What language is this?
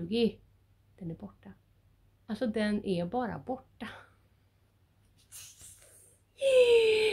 Swedish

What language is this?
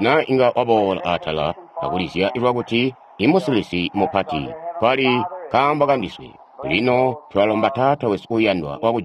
Tonga (Zambia)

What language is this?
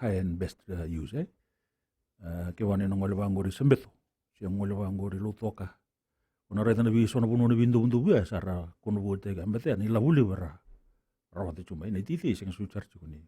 Fijian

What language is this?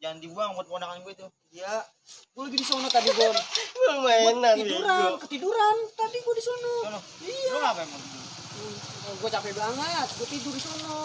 Betawi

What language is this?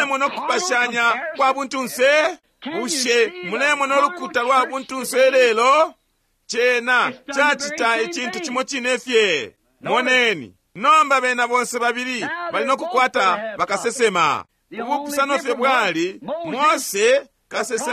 Bemba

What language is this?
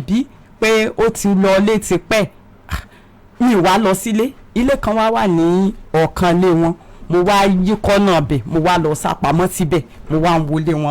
Yoruba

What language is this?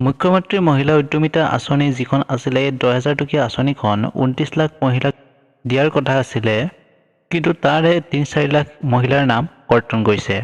Assamese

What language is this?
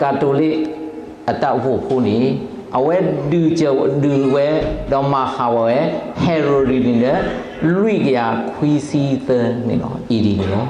S'gaw Karen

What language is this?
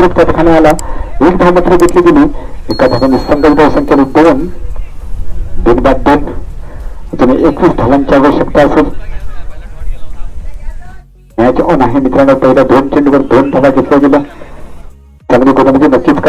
Marathi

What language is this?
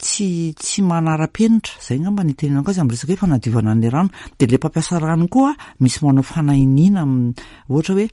Malagasy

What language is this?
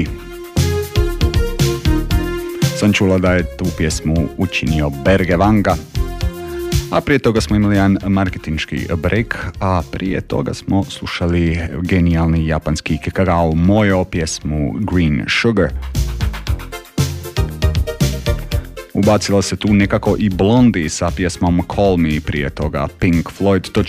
Croatian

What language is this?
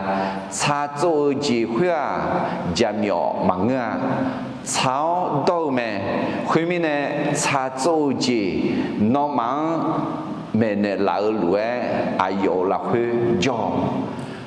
Akha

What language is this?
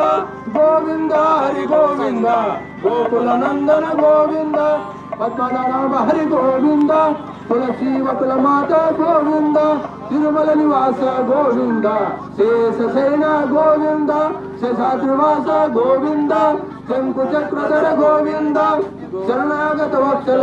Telugu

